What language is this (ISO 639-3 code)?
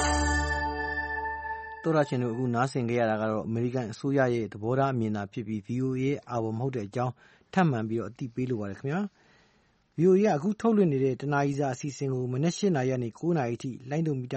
mya